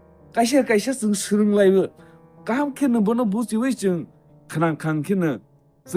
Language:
Kok Borok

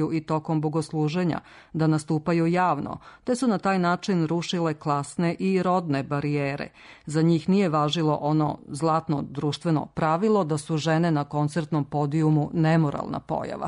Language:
Serbian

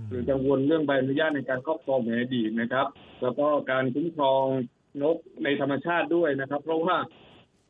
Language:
Thai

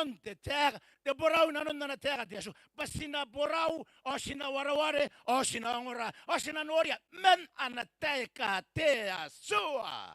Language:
Gilbertese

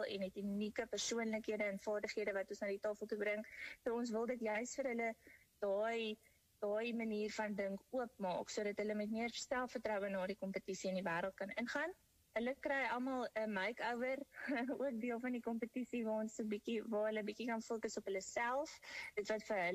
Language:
Afrikaans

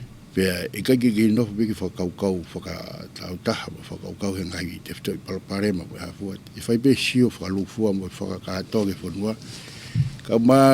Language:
Tongan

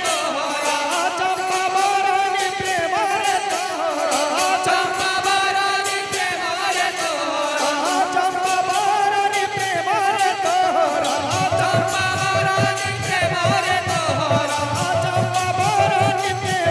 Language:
Bhojpuri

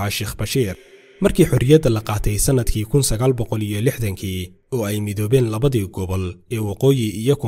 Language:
Somali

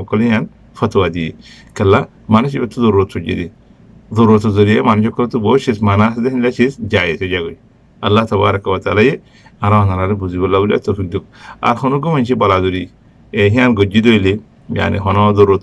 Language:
Rohingya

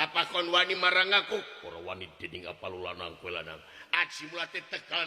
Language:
Sundanese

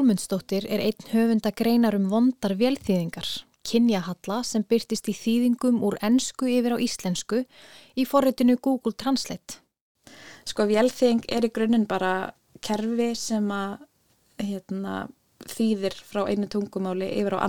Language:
Icelandic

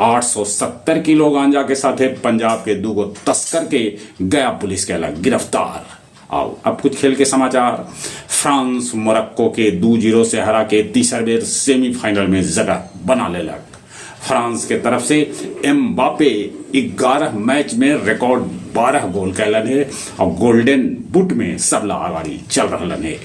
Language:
Magahi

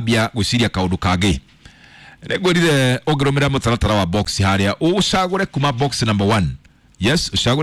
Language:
Kikuyu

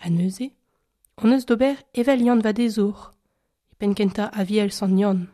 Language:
Breton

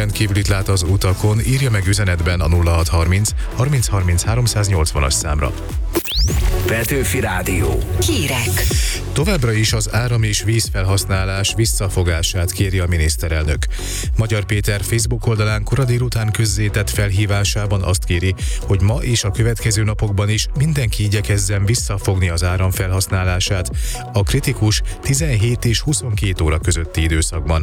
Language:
Hungarian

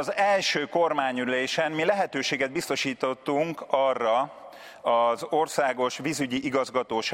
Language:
Hungarian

